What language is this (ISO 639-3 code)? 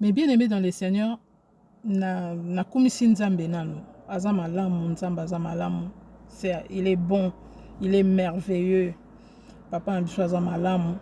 lin